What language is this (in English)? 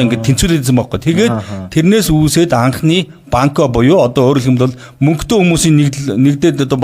Mongolian